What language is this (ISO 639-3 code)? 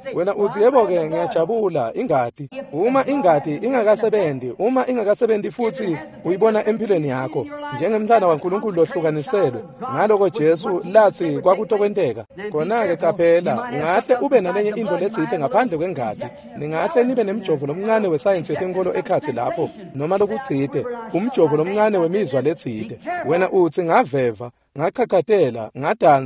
ssw